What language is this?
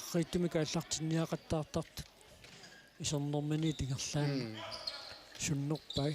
Kalaallisut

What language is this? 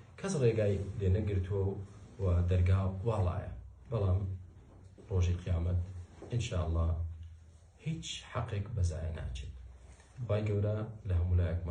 Central Kurdish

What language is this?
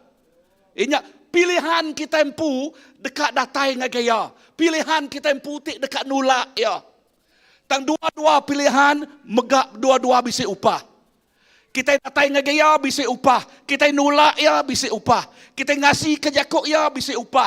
Iban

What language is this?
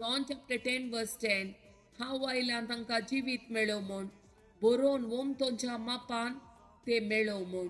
Konkani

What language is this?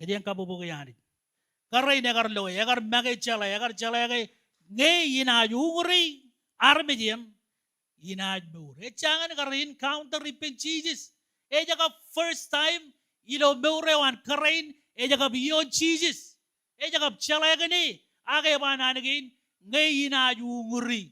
Marshallese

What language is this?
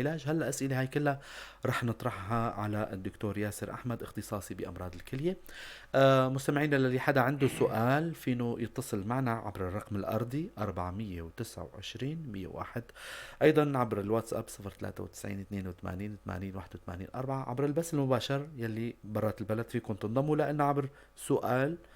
North Levantine Arabic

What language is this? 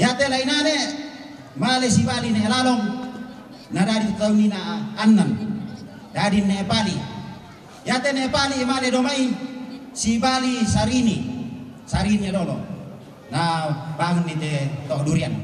Toraja-Sa'dan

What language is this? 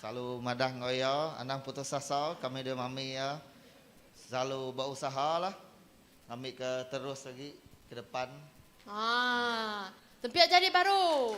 Iban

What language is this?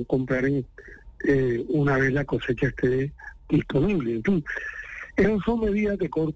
Spanish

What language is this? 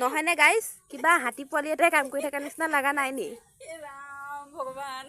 Assamese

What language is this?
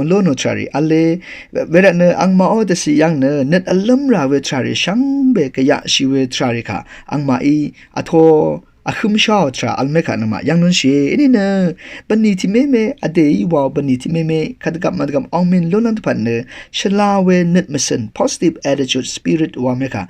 Rawang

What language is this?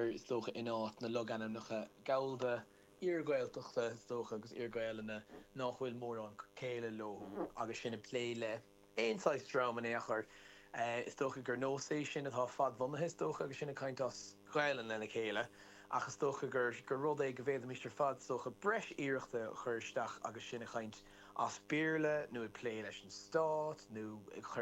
Irish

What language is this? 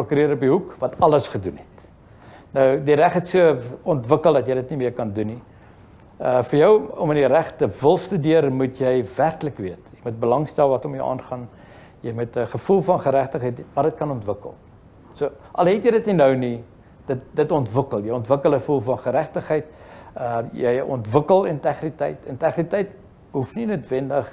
Afrikaans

